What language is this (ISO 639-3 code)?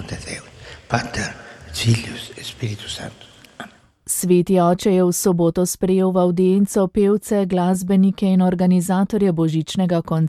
slv